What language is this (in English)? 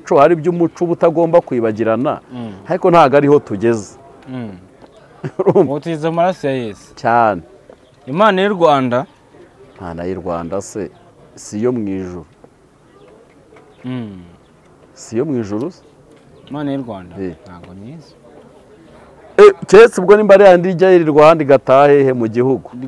Kinyarwanda